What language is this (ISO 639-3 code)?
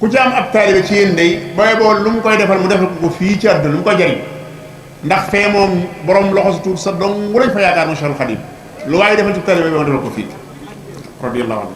wol